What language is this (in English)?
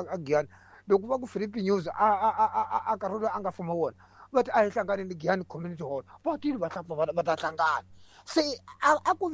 Tsonga